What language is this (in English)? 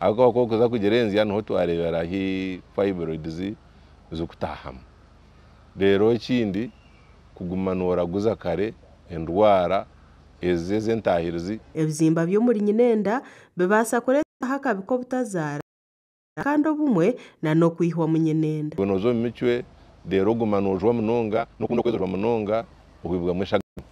Nyankole